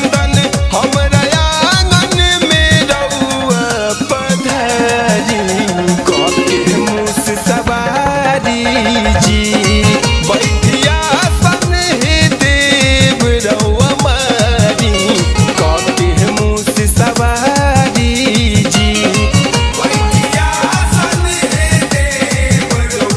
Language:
Bhojpuri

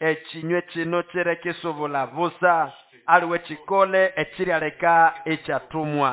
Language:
Nande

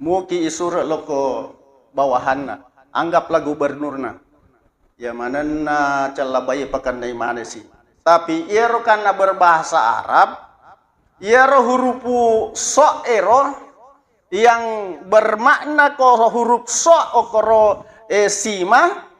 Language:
Buginese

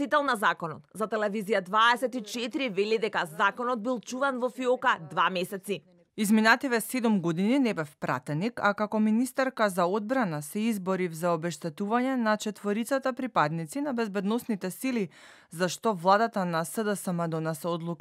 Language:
Macedonian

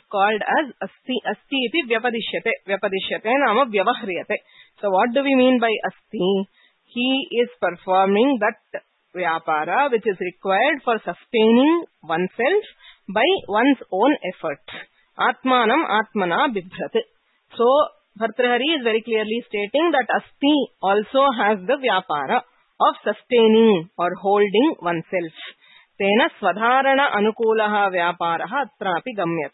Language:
Sanskrit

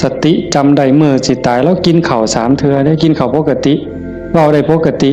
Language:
Northeastern Thai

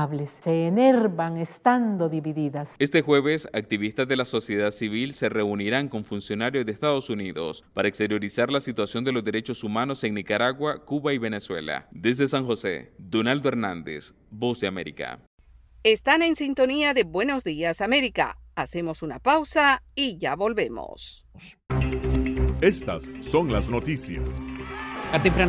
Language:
Spanish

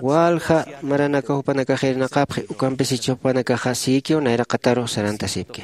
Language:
Aymara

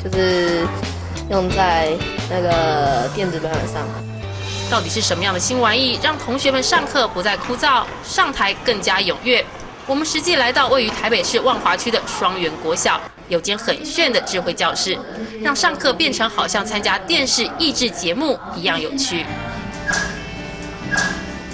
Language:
Chinese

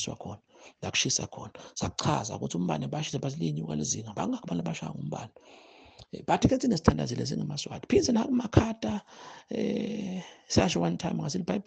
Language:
Zulu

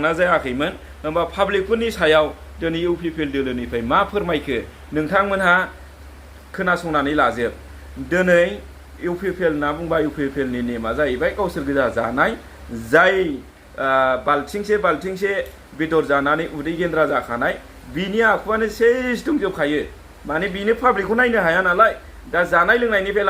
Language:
Bodo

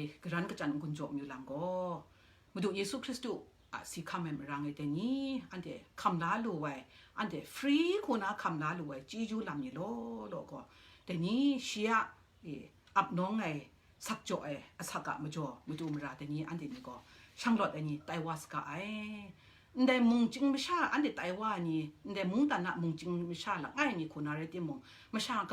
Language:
Kachin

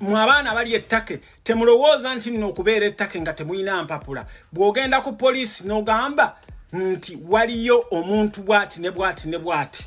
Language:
Ganda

